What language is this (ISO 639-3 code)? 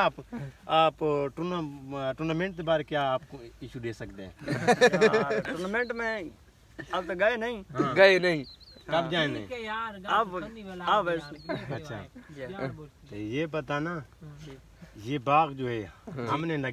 hin